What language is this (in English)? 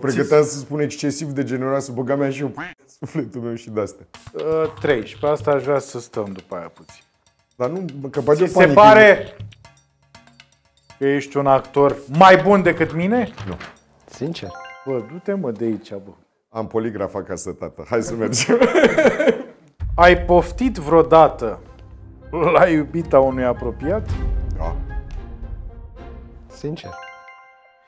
Romanian